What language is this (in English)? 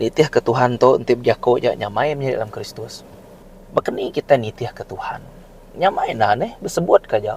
Iban